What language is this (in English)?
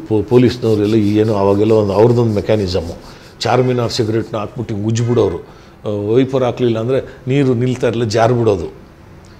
Kannada